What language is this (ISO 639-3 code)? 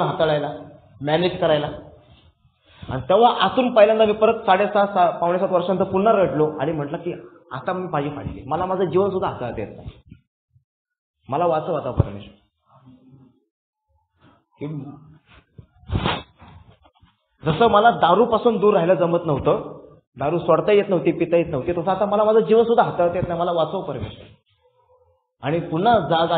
mar